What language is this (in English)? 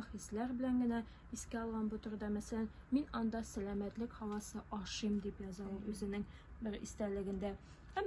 Tatar